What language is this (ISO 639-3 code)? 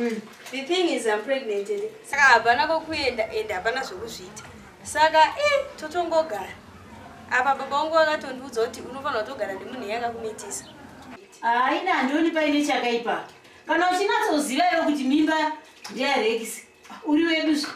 sna